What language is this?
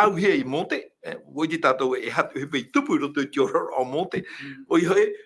Tahitian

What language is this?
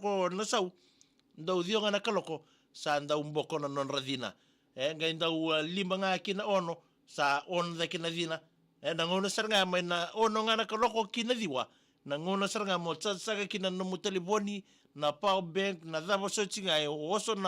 Fijian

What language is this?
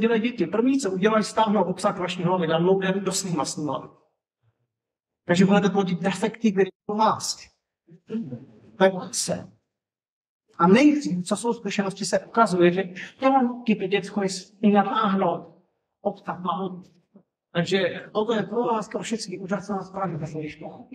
Czech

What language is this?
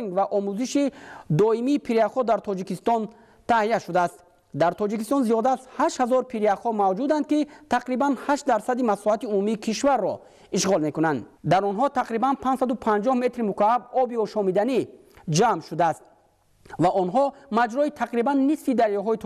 Tajik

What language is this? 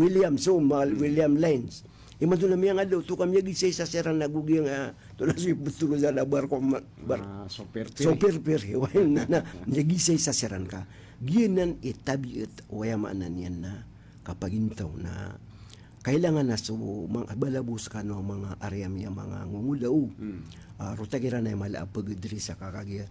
Maranao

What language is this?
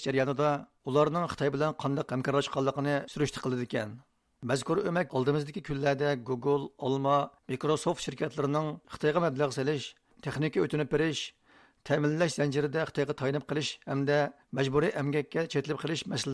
Uyghur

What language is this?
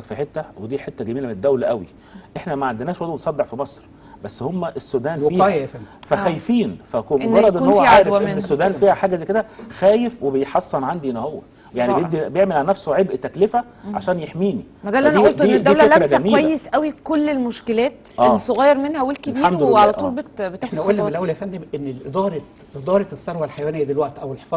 Egyptian Arabic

